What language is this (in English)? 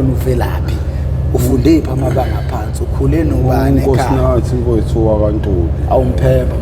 Zulu